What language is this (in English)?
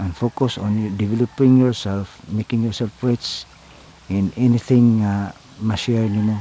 Cebuano